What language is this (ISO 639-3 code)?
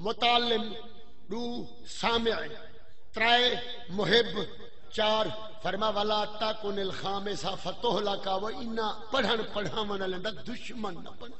skr